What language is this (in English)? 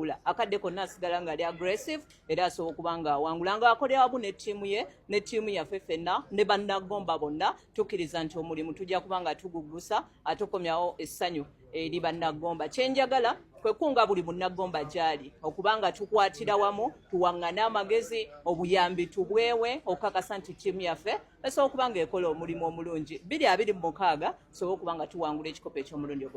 Ganda